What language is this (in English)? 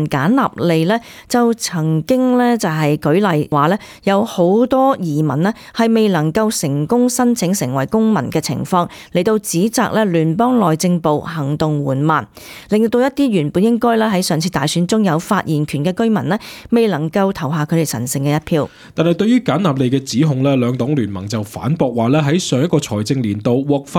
Cantonese